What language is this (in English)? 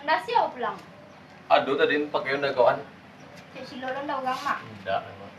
Minangkabau